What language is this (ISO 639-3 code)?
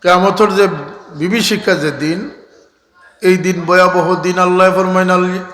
syl